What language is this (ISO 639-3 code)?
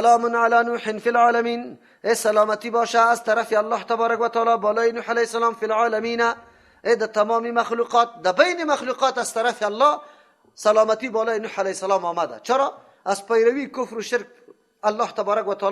fas